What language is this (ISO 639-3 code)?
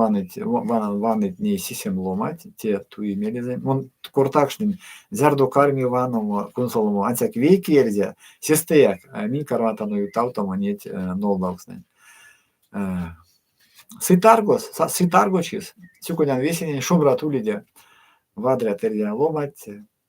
myv